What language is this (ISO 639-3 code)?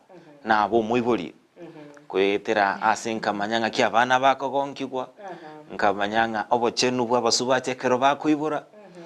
guz